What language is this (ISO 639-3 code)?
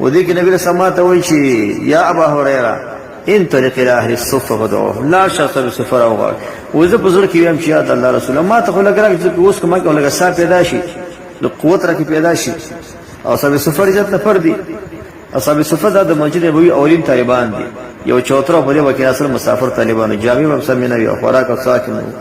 pus